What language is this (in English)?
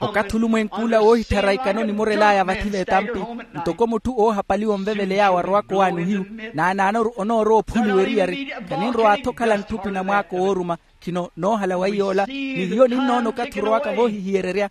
Makhuwa